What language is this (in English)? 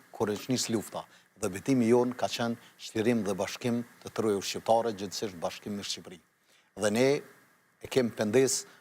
Albanian